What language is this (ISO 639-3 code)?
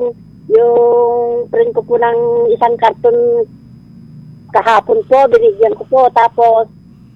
fil